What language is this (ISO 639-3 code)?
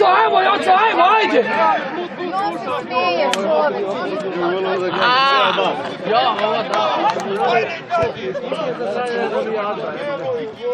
srp